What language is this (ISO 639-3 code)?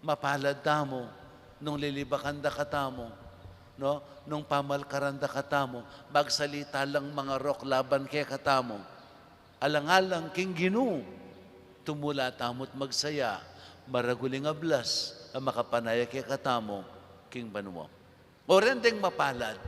pam